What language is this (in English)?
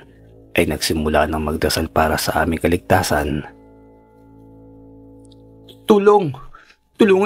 Filipino